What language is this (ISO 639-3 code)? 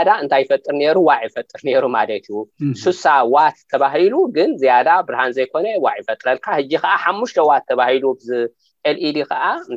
tir